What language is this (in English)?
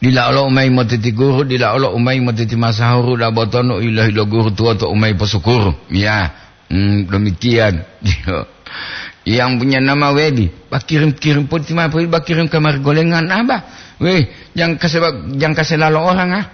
Gorontalo